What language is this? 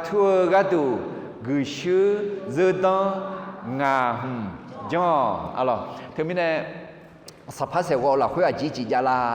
Akha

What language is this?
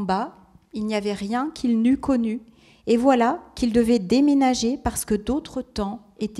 French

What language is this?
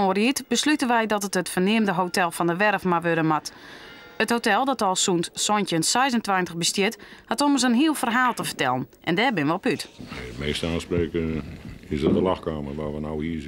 Western Frisian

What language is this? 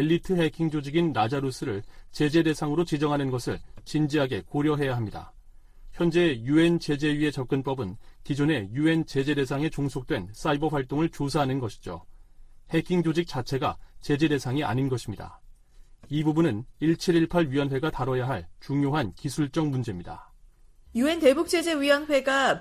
Korean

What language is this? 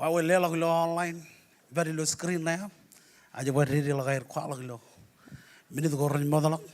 Marshallese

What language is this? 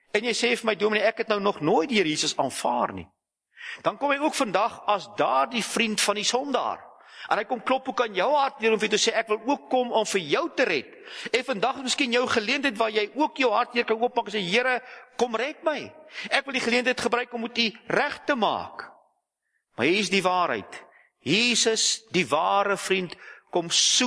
Afrikaans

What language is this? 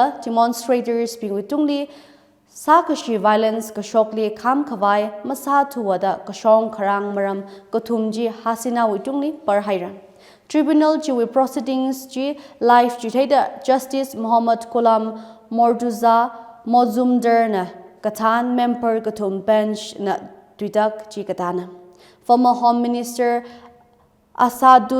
Tangkhul Naga (India)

